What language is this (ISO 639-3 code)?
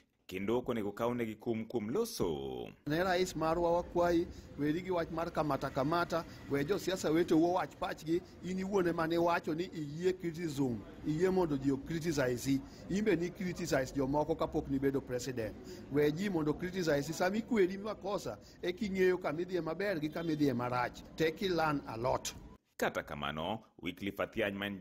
luo